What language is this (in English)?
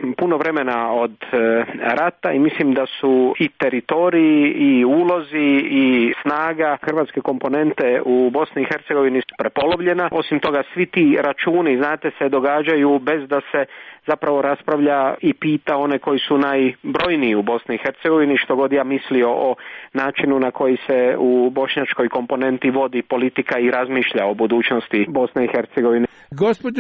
Croatian